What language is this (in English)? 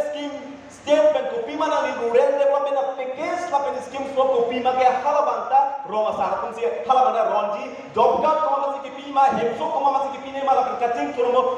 Karbi